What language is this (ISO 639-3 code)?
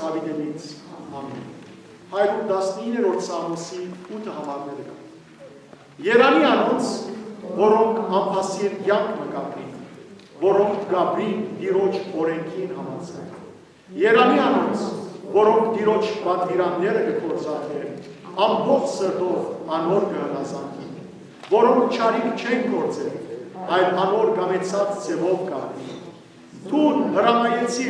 hyw